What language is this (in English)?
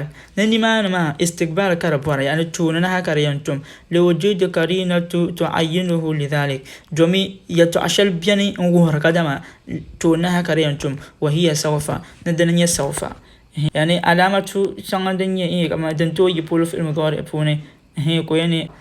Dagbani